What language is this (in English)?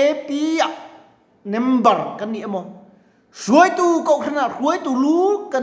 Mizo